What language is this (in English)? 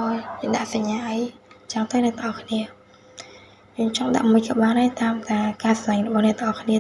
Khmer